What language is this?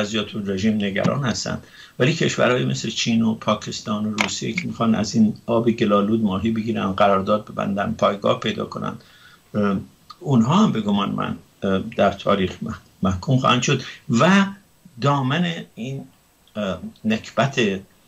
Persian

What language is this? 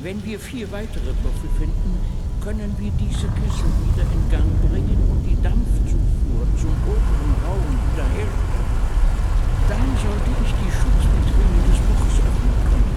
Bavarian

